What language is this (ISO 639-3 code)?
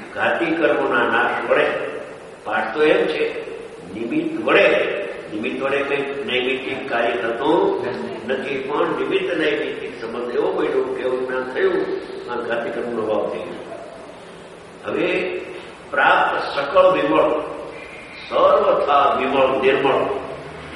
guj